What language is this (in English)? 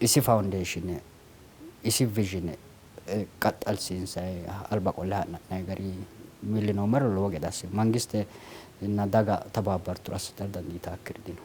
Sidamo